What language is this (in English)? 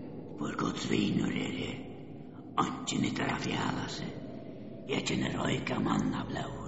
Faroese